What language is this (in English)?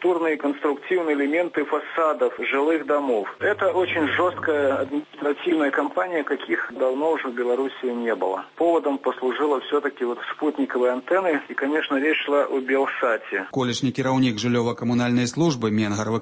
Belarusian